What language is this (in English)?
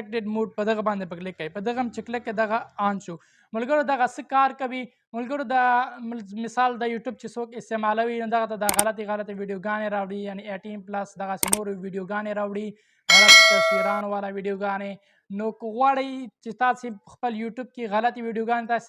Pashto